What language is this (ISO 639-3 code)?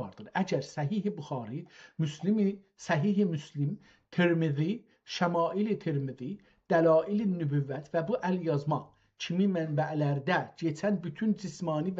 azb